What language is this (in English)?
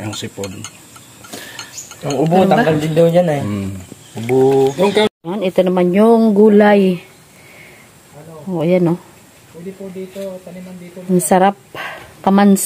Filipino